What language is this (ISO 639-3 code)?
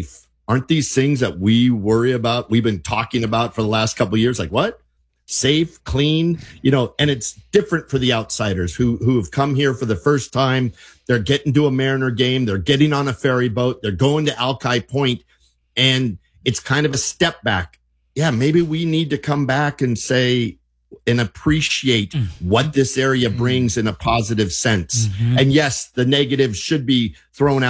eng